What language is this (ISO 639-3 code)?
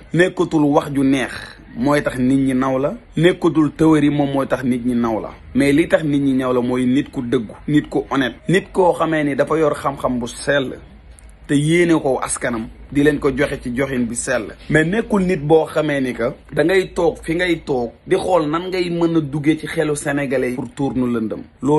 wol